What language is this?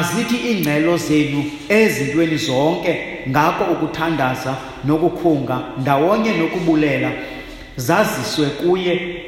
Xhosa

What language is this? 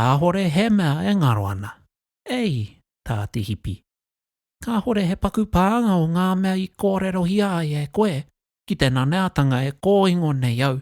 Māori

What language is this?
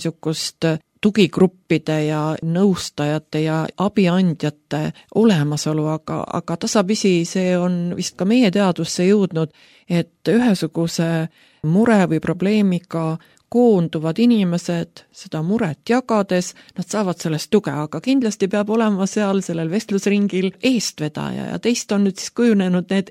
Estonian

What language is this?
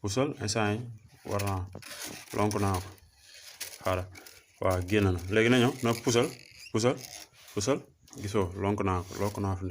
Wolof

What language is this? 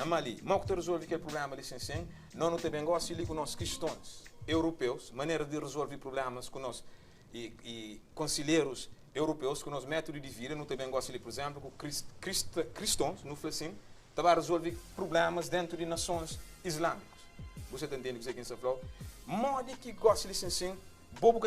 Kabuverdianu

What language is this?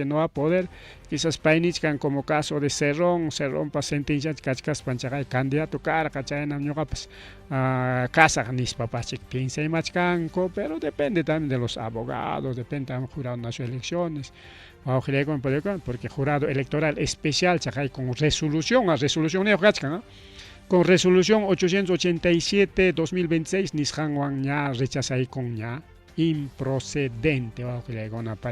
Ayacucho Quechua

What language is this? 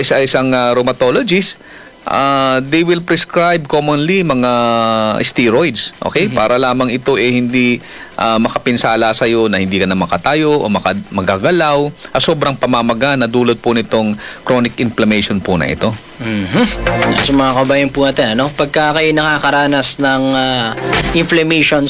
Filipino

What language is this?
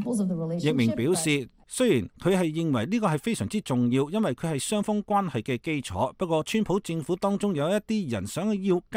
Cantonese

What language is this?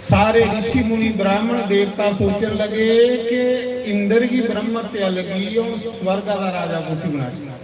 Dogri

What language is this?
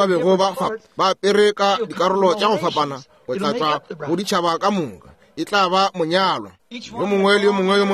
Northern Sotho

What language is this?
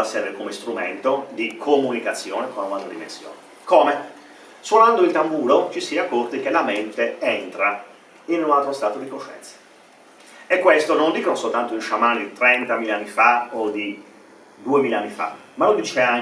Italian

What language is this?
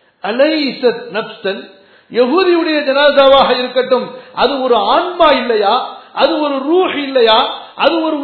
Tamil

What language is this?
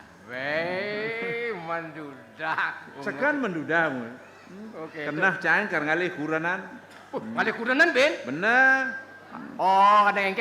Balinese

